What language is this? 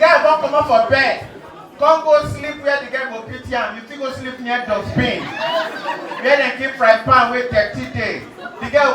Nigerian Pidgin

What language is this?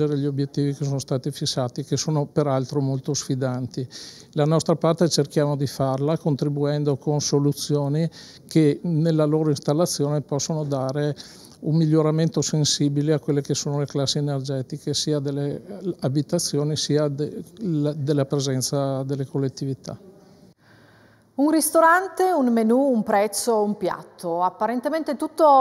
Italian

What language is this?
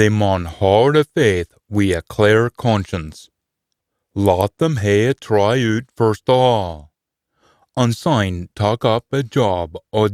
Scots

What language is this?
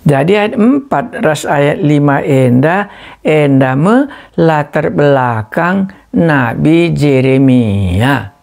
Batak Karo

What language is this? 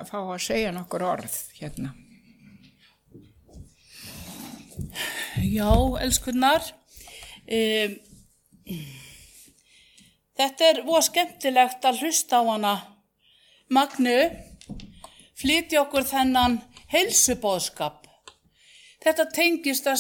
Icelandic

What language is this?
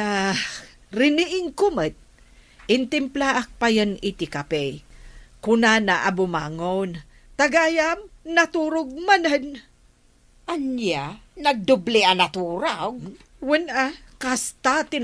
Iloko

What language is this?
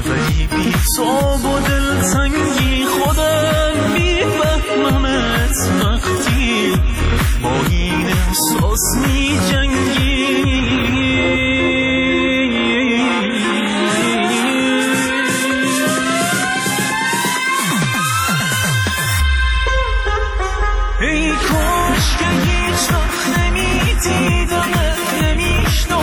Persian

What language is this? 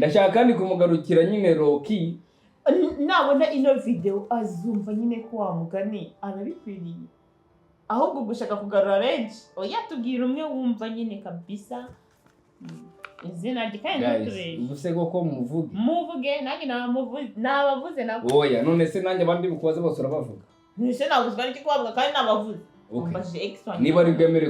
Kinyarwanda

